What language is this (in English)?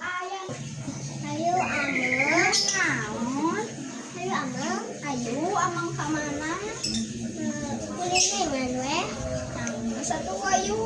Sundanese